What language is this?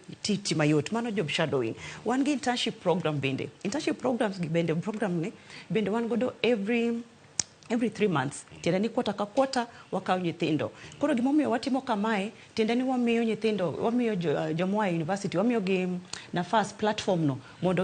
Luo (Kenya and Tanzania)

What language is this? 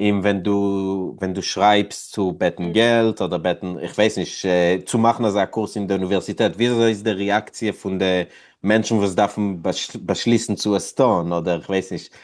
Yiddish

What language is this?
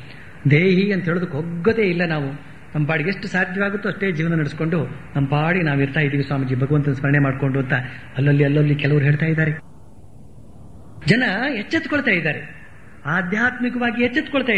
Kannada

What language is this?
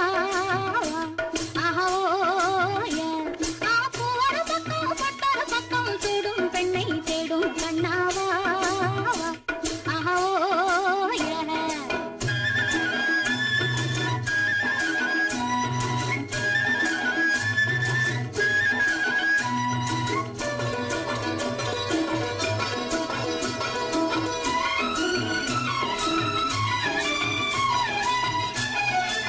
Tamil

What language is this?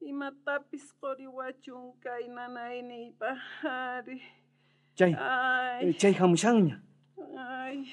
South Bolivian Quechua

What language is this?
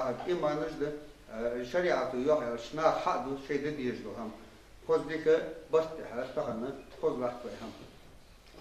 Ingush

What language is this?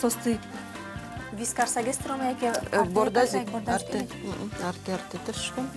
Udmurt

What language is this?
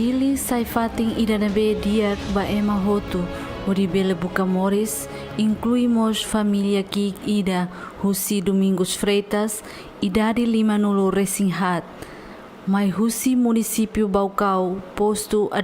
Tetum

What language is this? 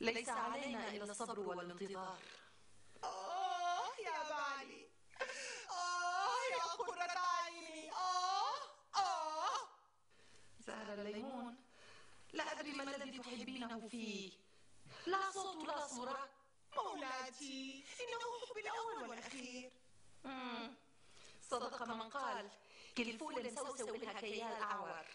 North Levantine Arabic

